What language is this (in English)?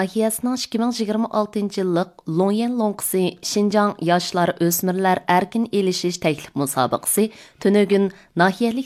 Uyghur